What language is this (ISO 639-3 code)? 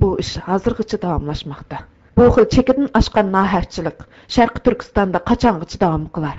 uig